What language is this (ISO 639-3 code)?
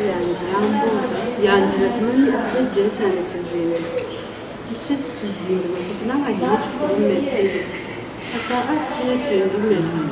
nyn